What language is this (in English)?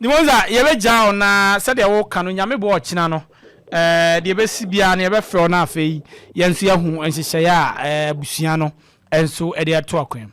Akan